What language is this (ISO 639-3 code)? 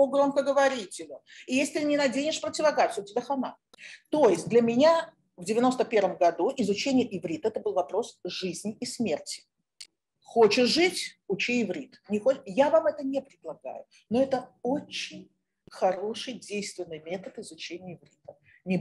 rus